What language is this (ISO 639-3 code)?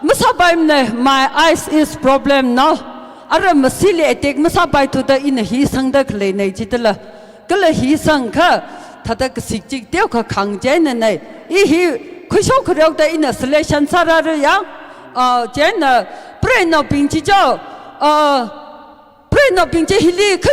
nmf